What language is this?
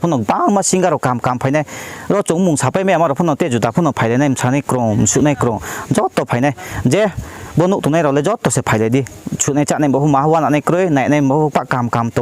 Riang (India)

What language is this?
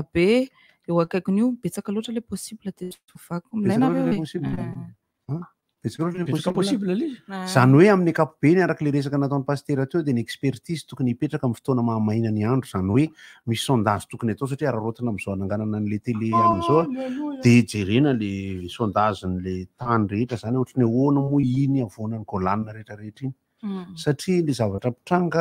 Malagasy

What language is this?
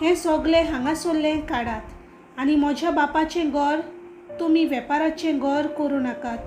Konkani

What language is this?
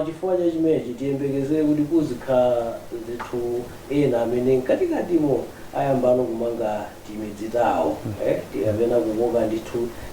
Nyanja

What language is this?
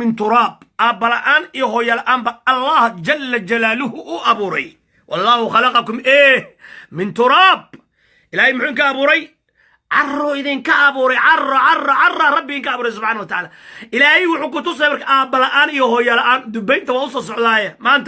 Somali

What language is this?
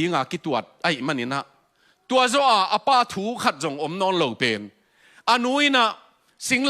Tedim Chin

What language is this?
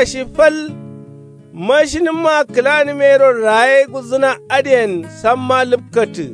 Kanuri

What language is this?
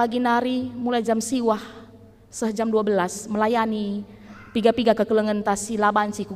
Batak Karo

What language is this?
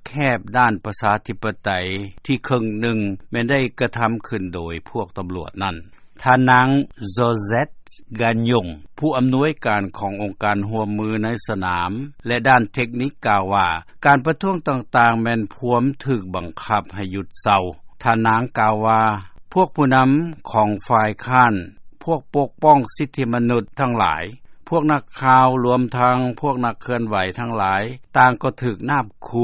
Lao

